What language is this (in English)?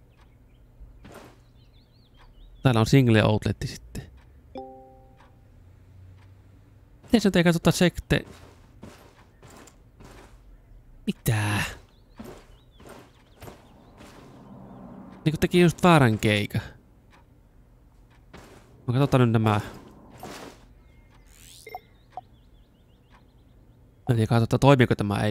Finnish